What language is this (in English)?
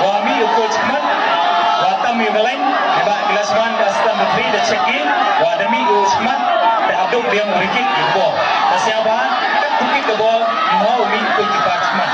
Khasi